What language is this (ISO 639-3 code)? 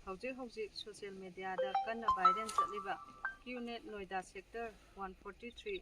mni